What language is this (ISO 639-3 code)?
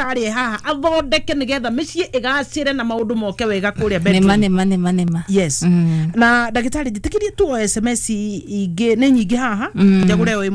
kik